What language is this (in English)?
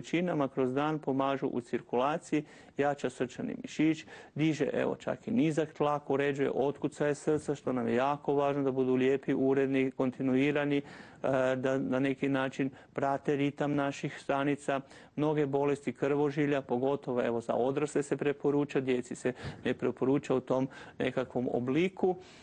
Croatian